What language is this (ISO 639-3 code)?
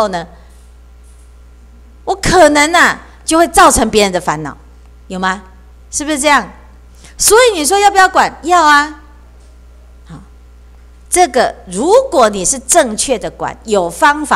zho